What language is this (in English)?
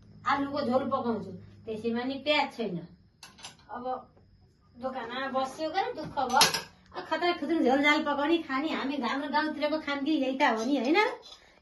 Nepali